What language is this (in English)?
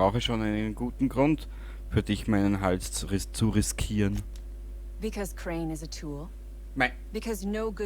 Bavarian